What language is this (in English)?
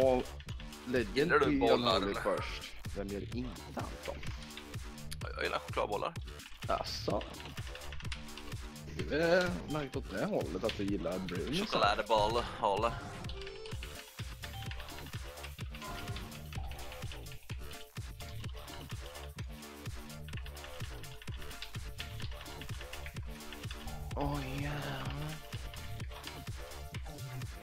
Swedish